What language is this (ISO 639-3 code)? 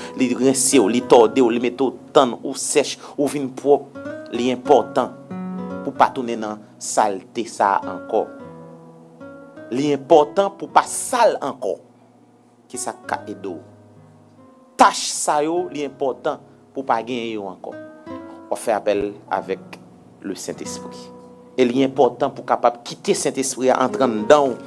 hat